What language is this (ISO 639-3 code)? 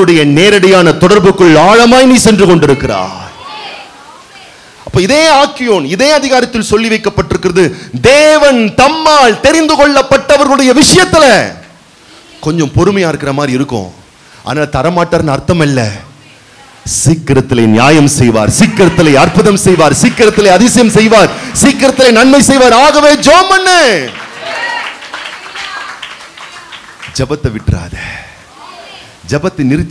tam